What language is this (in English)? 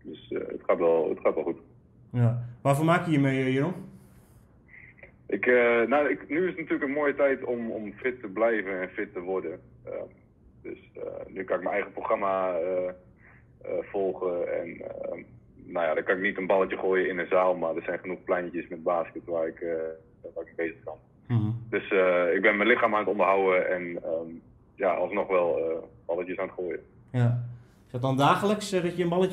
Dutch